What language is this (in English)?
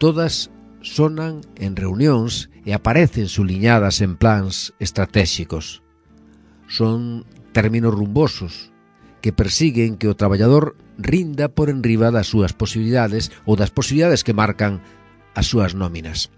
Galician